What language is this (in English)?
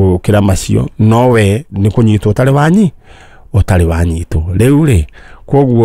Kikuyu